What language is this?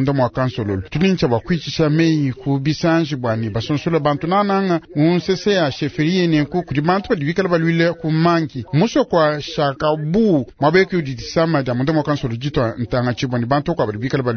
Luba-Lulua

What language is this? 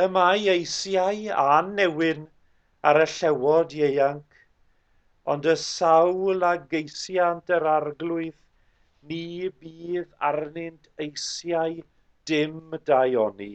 Welsh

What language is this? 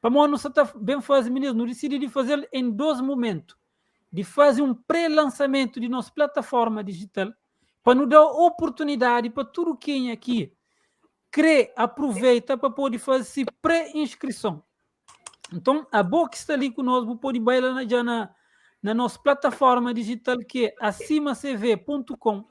Kabuverdianu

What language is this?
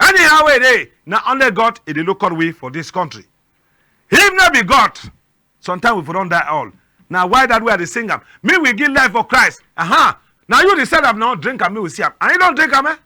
Cameroon Pidgin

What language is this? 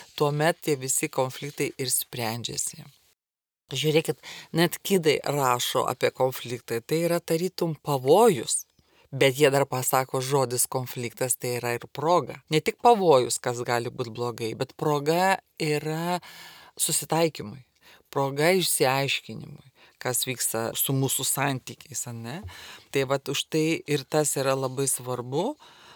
Lithuanian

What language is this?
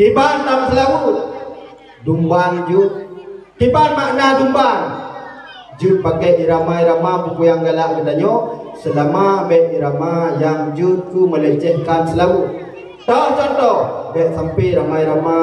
Achinese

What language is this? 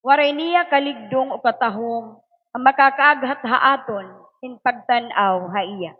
Waray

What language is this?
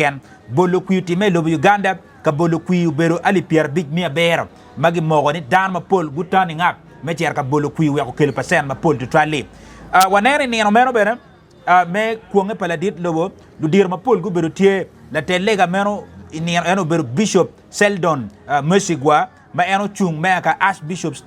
Acoli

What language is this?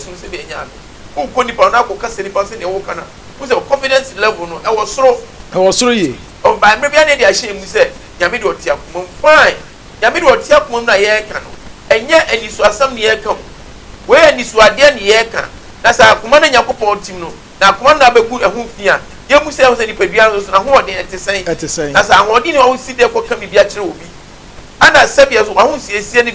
Akan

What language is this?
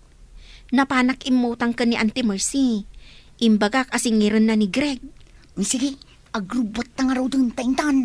Iloko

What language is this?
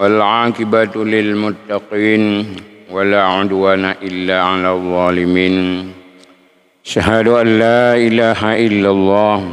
Achinese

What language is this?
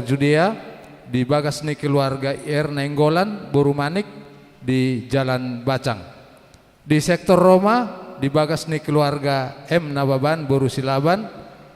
Batak Toba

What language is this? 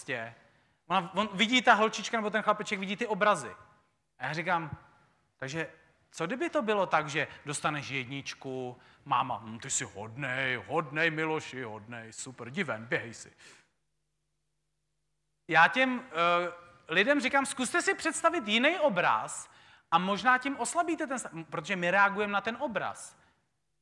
Czech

